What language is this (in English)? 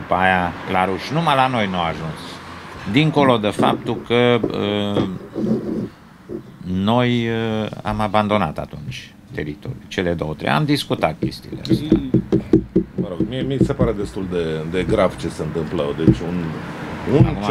Romanian